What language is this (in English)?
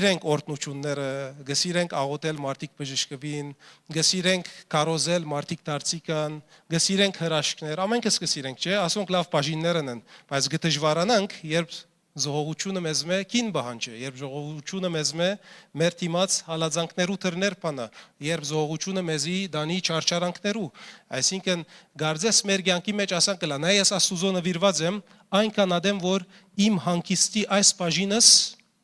Western Armenian